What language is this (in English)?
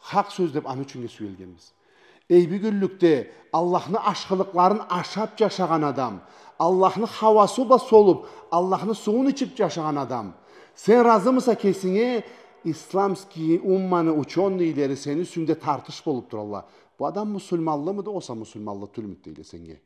Karachay-Balkar